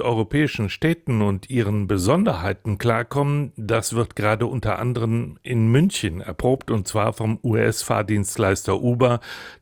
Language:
German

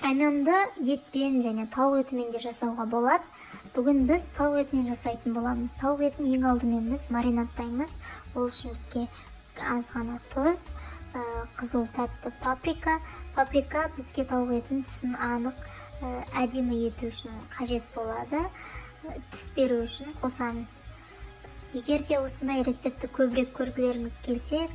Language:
Kazakh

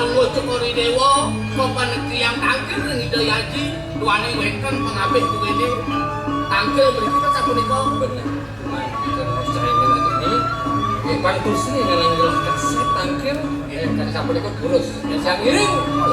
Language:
Balinese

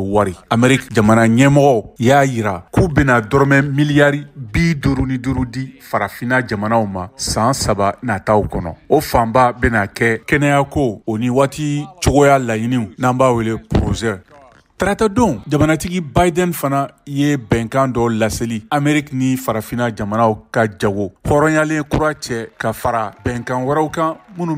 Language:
Bambara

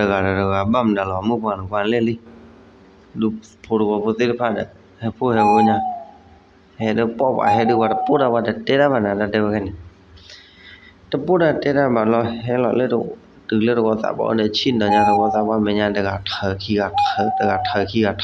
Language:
S'gaw Karen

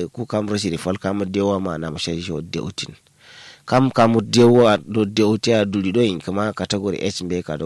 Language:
Kanuri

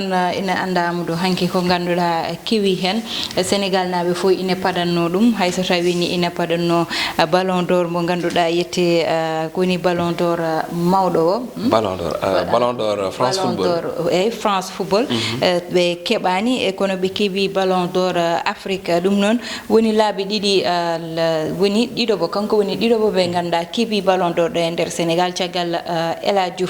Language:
Fula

